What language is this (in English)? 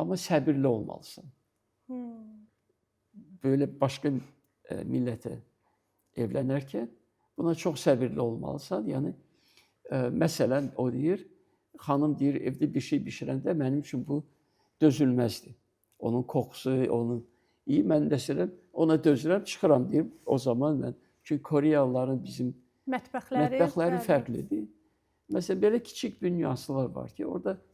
Azerbaijani